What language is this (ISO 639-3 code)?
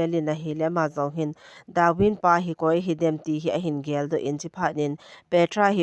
tcz